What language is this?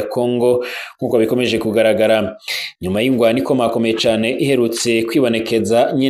Rundi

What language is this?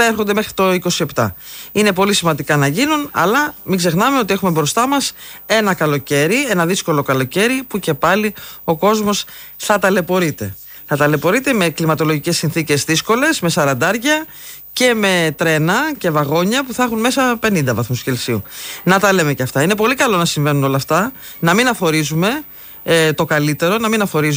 Greek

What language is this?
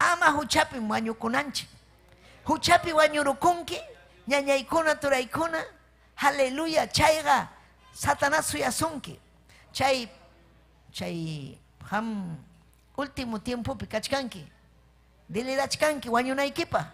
Ayacucho Quechua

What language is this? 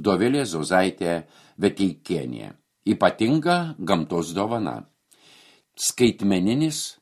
Lithuanian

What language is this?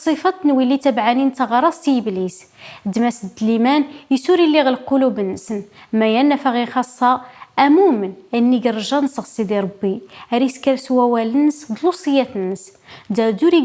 Kabyle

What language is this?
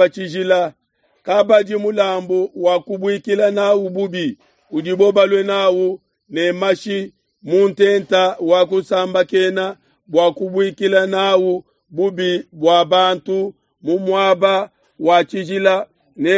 Luba-Lulua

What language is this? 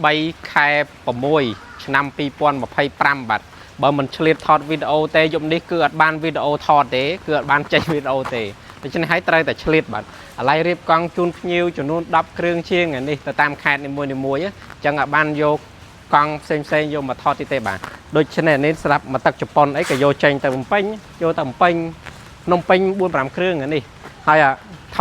Khmer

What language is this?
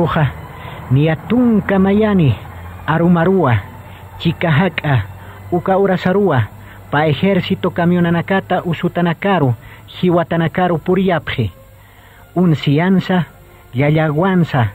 Aymara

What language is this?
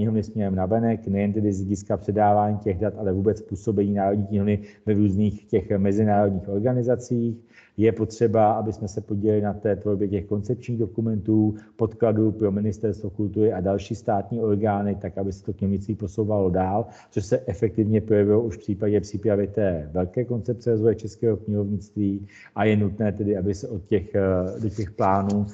Czech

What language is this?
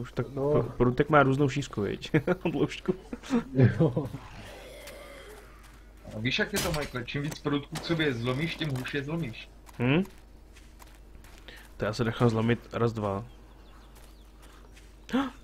Czech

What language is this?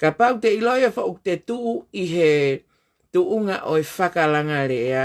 Tongan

